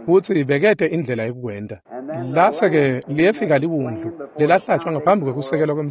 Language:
Swati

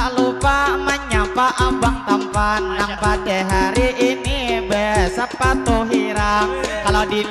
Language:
Banjar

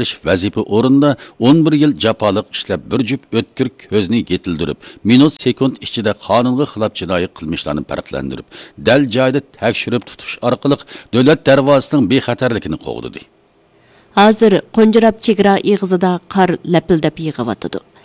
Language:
Uyghur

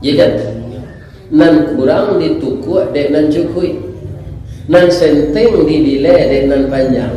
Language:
Minangkabau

